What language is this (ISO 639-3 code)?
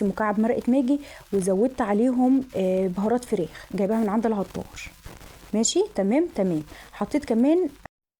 arz